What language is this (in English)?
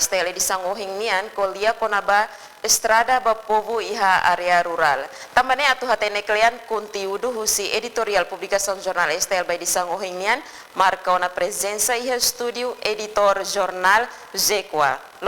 Tetum